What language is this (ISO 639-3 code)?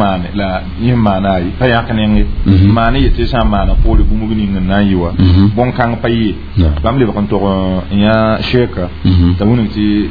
mos